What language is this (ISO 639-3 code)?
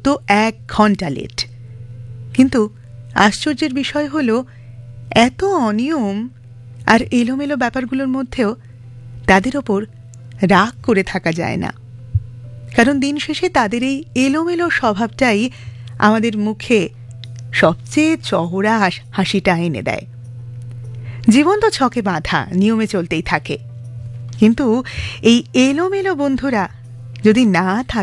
ben